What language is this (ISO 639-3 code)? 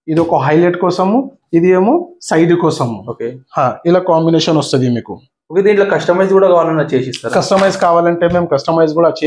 tel